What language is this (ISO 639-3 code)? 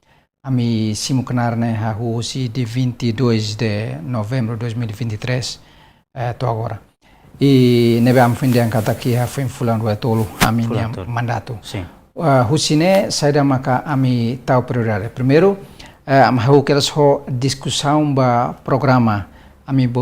tet